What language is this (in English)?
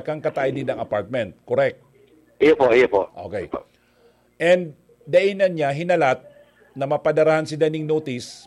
Bikol